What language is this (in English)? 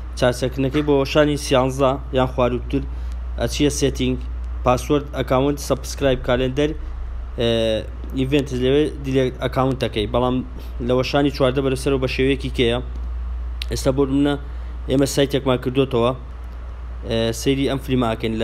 Central Kurdish